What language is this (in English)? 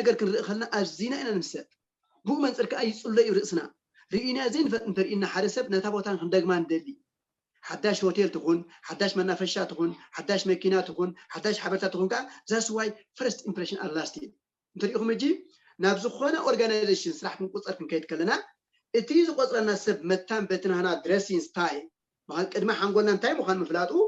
Tigrinya